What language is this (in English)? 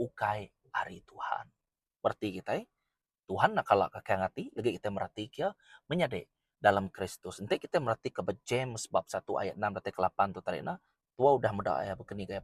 Iban